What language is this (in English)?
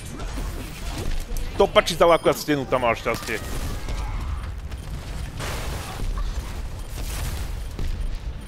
Slovak